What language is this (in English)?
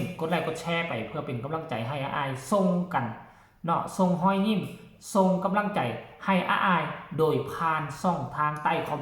Northeastern Thai